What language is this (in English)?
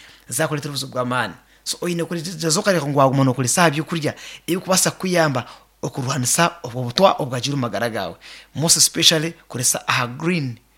Nyankole